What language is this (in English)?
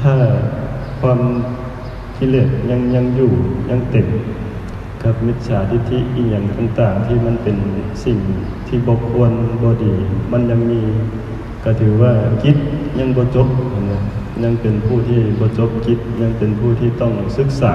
Northeastern Thai